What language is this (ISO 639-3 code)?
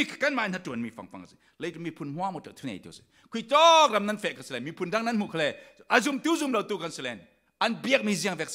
cfm